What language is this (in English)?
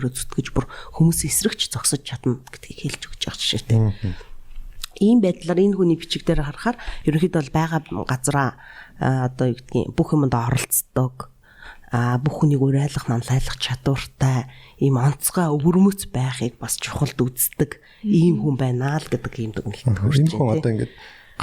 Mongolian